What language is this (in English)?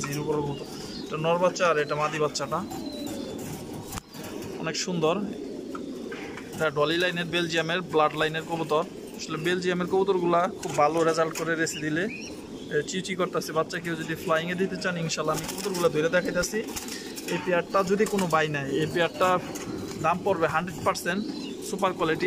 Bangla